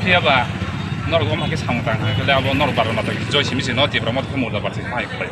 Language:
Riang (India)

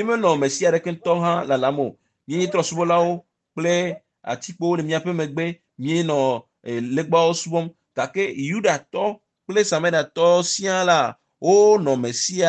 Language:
Ewe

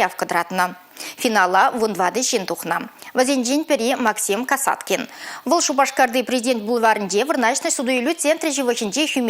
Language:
Chuvash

